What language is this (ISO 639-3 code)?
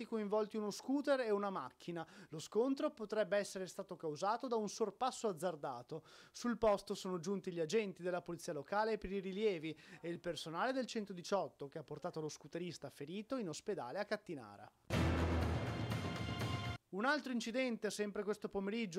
ita